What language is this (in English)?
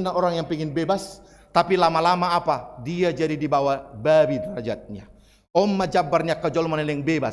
Batak Toba